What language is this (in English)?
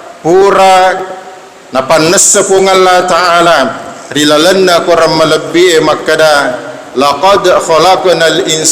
Buginese